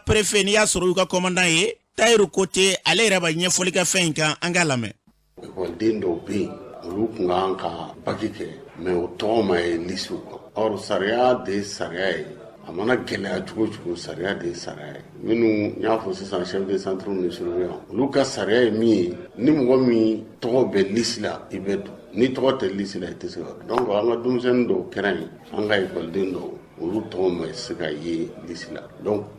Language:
Bambara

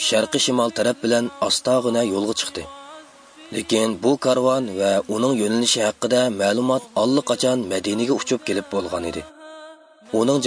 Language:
Uyghur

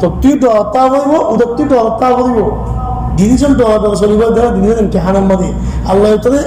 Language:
Rohingya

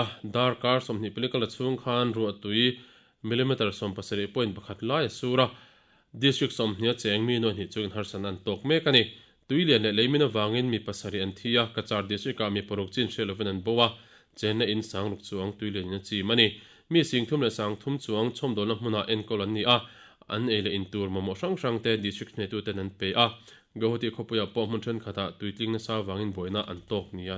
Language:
Mizo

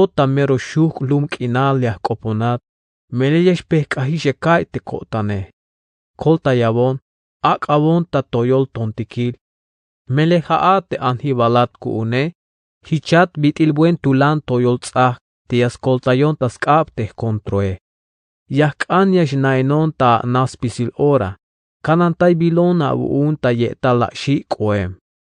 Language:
Tzeltal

